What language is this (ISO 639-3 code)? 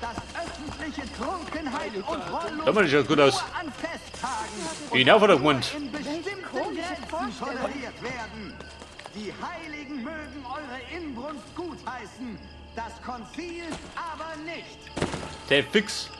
bar